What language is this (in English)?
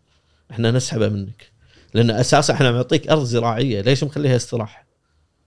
Gulf Arabic